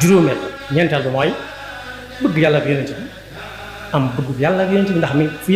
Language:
Wolof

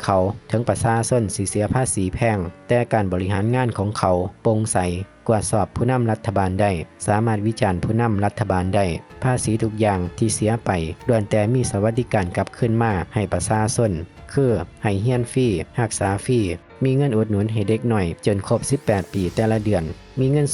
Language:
Lao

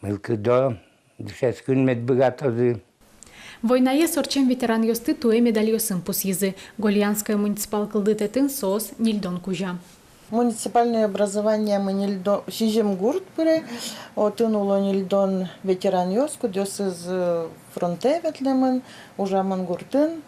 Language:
Udmurt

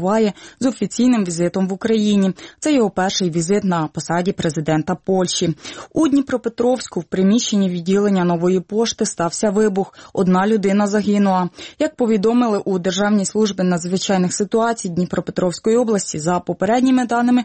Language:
Ukrainian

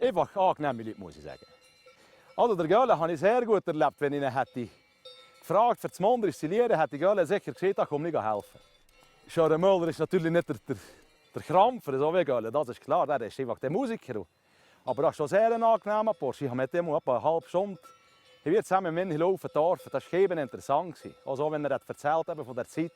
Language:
Swiss German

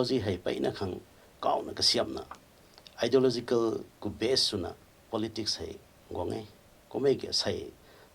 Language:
Rongmei Naga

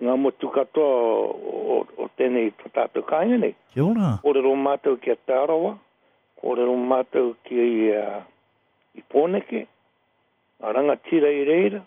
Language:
Māori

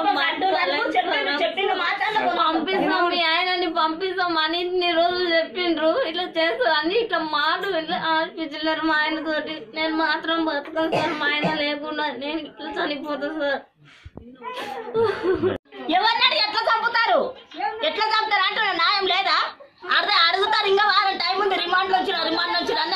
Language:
Telugu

